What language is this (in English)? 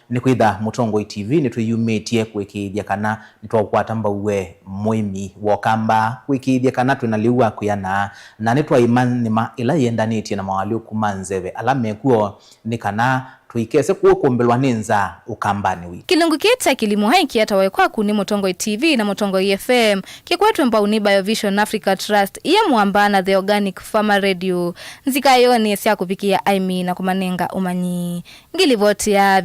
Kamba